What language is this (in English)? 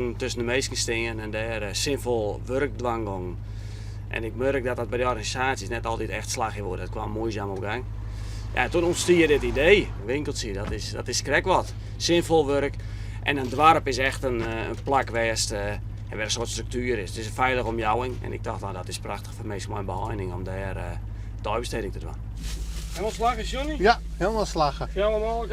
Western Frisian